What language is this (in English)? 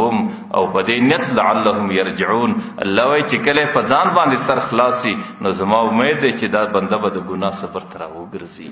Pashto